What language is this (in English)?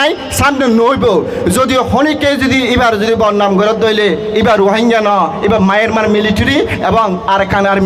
Rohingya